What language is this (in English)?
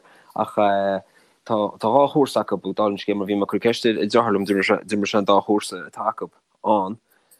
Irish